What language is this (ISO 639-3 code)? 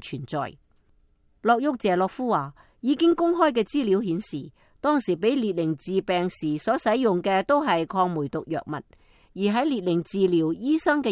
yue